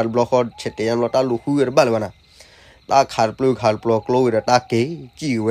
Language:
S'gaw Karen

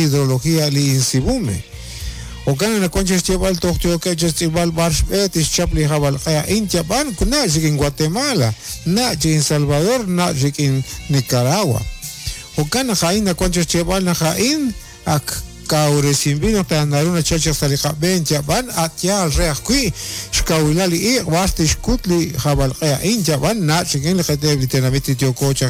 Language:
Kekchí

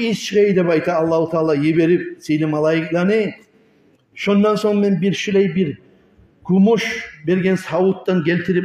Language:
Kumyk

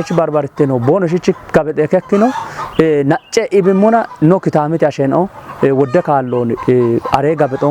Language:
Kafa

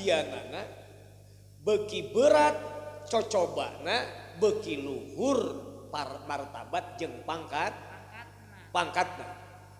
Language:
Sundanese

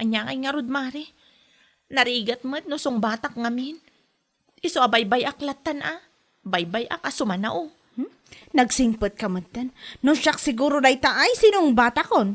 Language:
Iloko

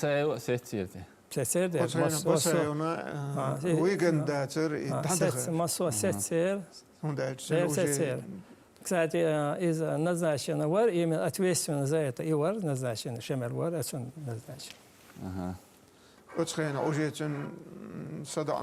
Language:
Chechen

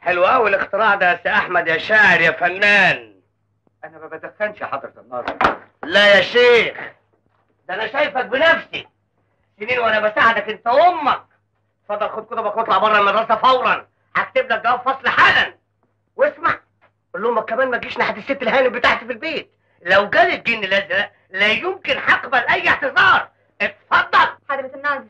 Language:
Egyptian Arabic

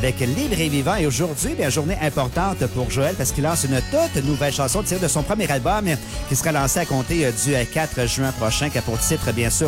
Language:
French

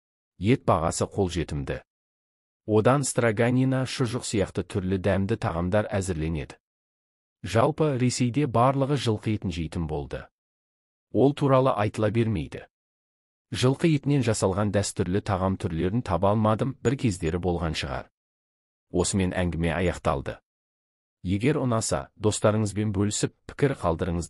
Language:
Kazakh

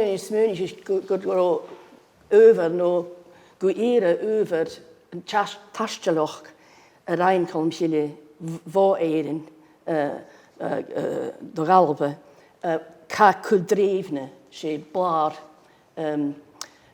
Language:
Scottish Gaelic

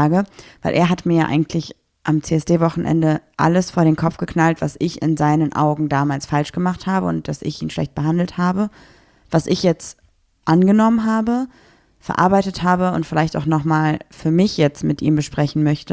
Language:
German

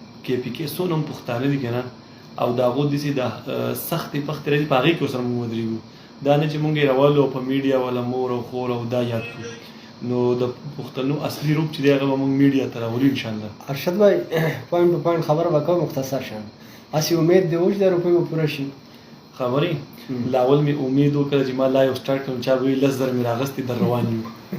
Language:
Pashto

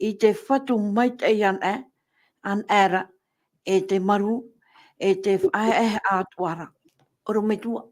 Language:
Tahitian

